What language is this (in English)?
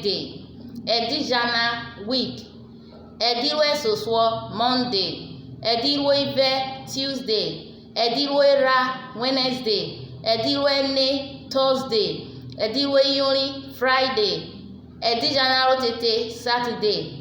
Urhobo